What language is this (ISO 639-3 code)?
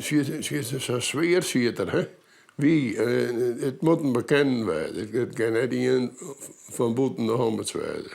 fry